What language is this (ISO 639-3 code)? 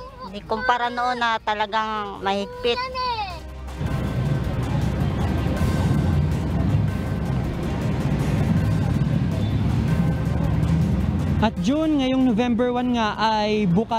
fil